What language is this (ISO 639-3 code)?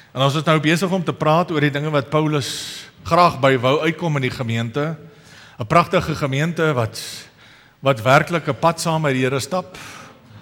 afr